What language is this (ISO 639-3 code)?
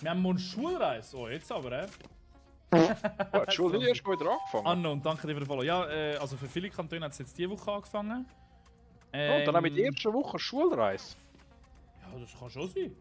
gsw